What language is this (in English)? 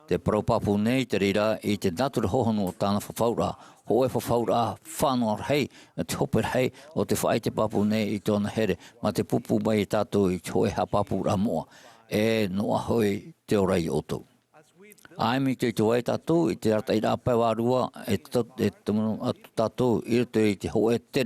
Tahitian